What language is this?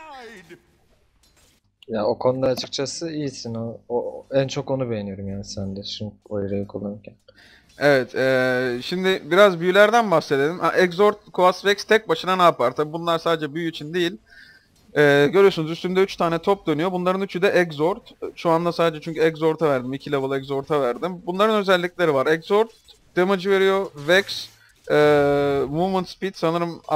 Turkish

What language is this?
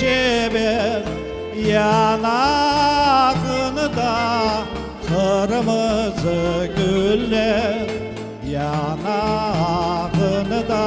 Crimean Tatar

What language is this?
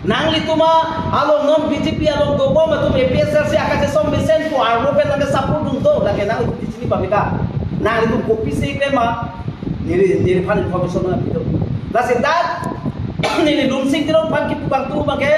Karbi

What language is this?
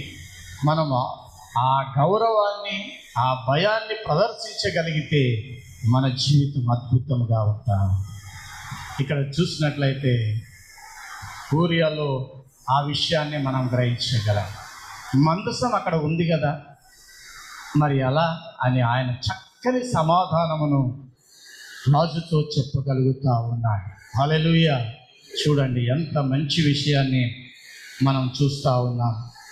Telugu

